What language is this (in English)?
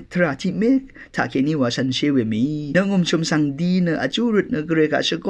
Rawang